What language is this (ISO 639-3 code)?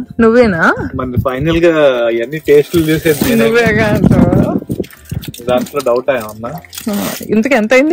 tel